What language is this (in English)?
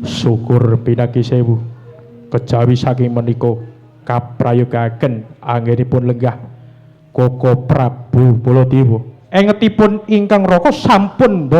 Javanese